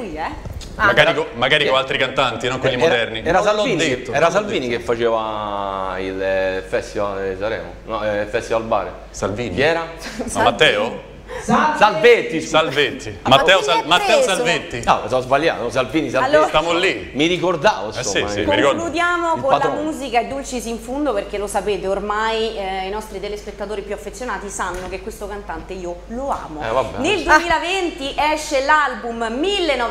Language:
Italian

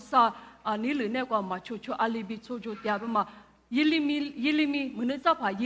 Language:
Lisu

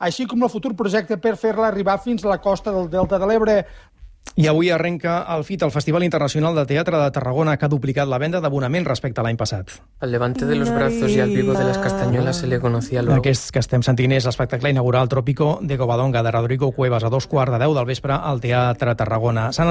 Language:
Catalan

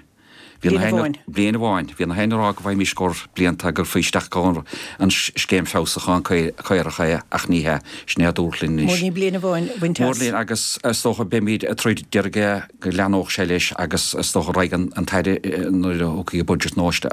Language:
Irish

